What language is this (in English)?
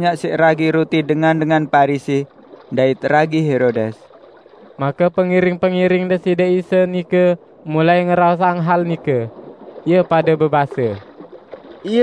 Sasak